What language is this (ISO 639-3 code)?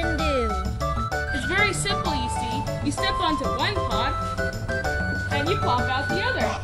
eng